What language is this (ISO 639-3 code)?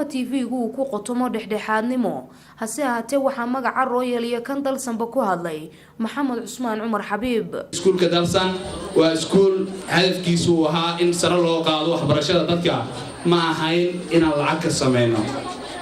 som